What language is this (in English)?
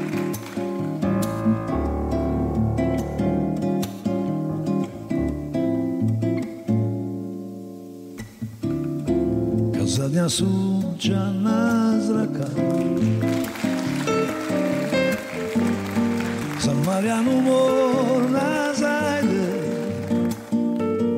Croatian